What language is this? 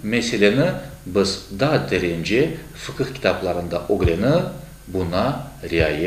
Crimean Tatar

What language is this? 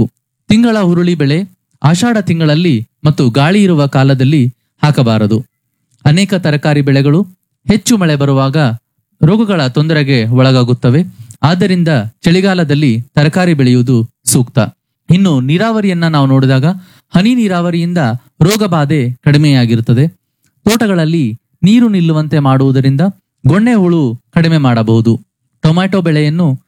Kannada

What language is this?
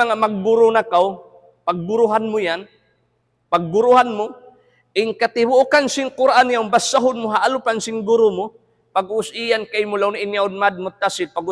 Tausug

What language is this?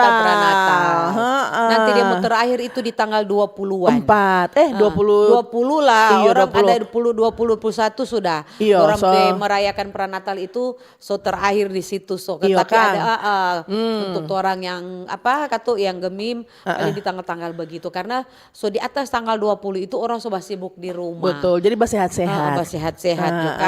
Manado Malay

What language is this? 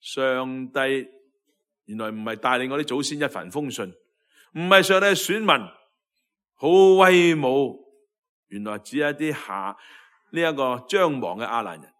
Cantonese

